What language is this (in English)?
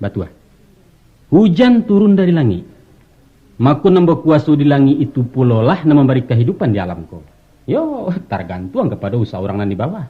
Minangkabau